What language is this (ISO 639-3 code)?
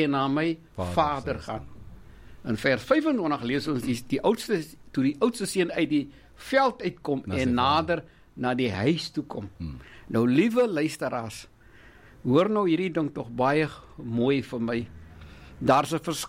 afr